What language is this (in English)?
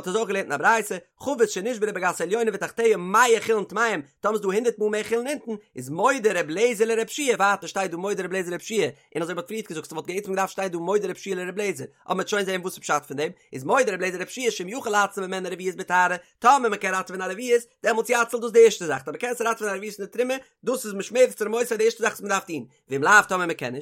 Yiddish